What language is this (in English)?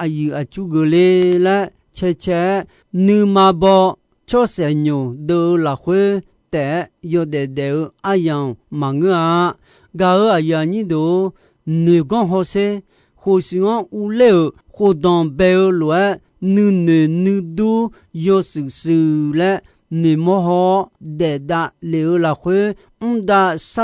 Akha